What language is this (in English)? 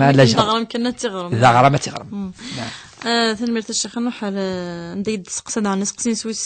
Kabyle